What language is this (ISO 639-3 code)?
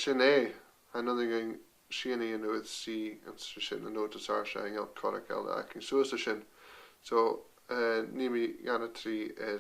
gla